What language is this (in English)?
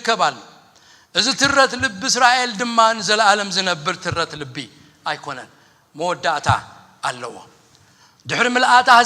Tigrinya